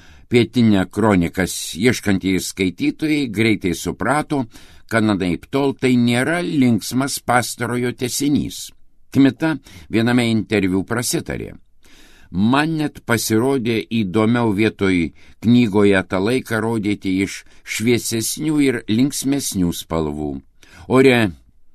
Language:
Lithuanian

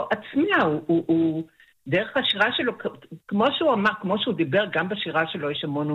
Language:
Hebrew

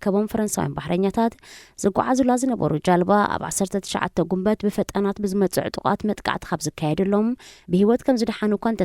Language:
Tigrinya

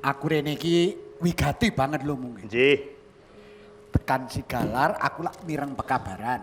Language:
Javanese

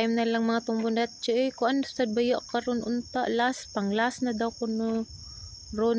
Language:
Cebuano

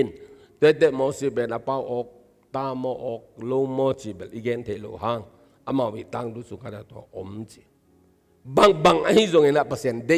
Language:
Tedim Chin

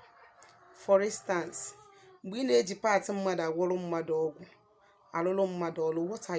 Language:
Igbo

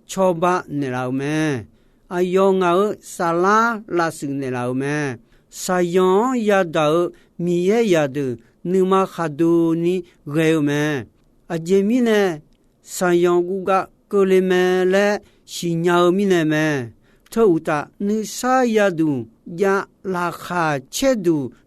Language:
Akha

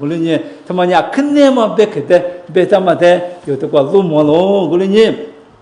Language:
Lisu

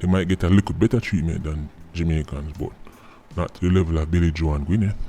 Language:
Jamaican Creole English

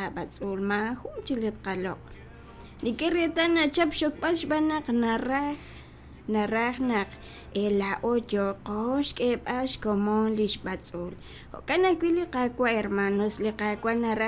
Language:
Kekchí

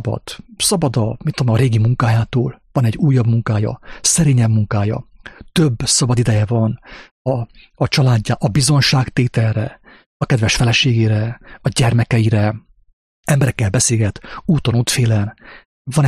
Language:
Hungarian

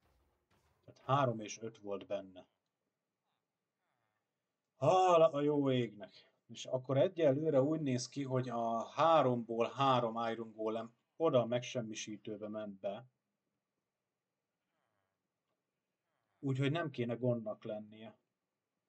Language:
Hungarian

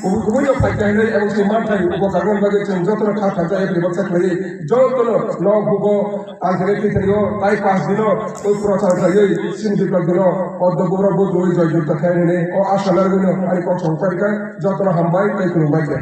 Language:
Kok Borok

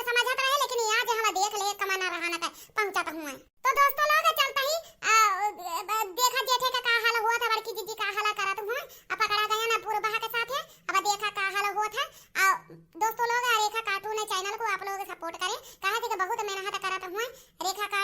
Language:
Awadhi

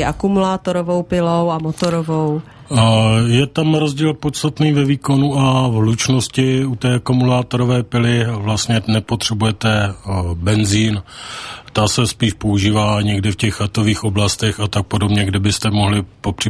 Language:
Czech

